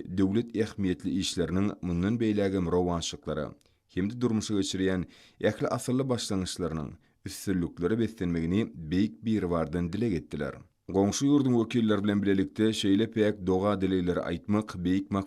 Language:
Turkmen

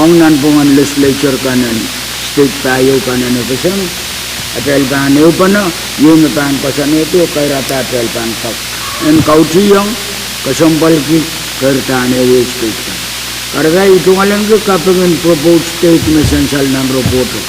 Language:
Pohnpeian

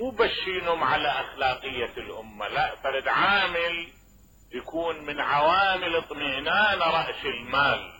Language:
Mesopotamian Arabic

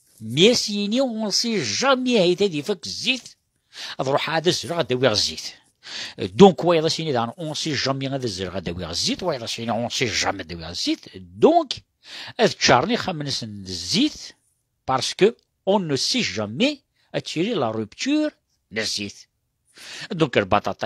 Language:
Kabyle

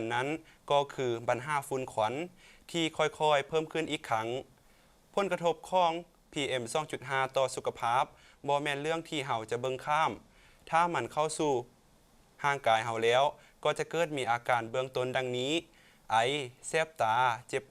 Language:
Lao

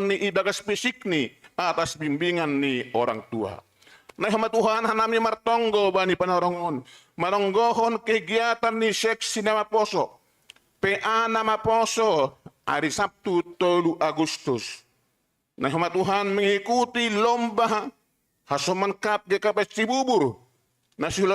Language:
Batak Simalungun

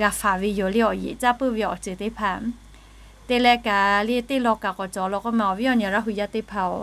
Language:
Lahu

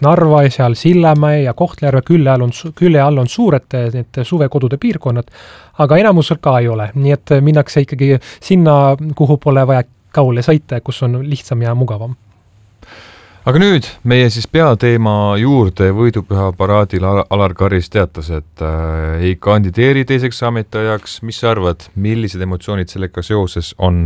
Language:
Estonian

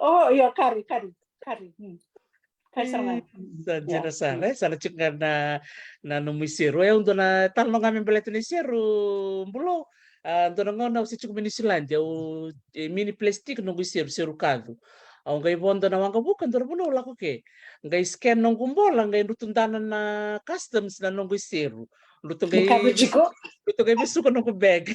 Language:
Fijian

